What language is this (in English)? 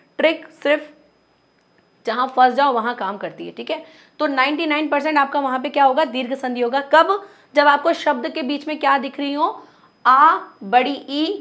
Hindi